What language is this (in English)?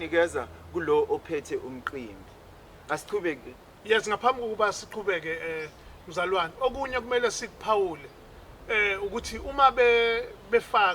Zulu